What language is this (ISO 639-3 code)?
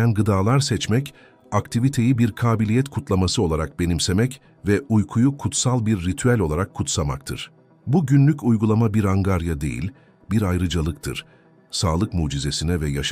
tur